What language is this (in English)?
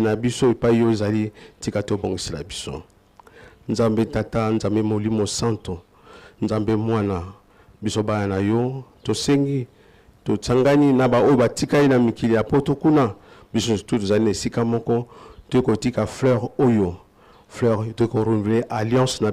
Lingala